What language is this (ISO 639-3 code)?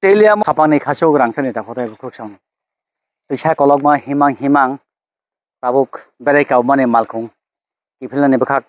trp